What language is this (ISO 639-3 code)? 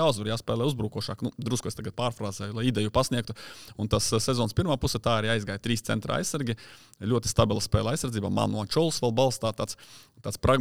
lav